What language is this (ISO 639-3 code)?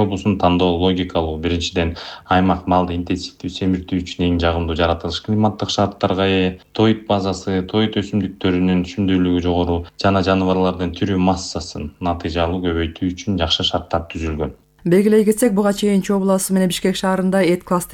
kir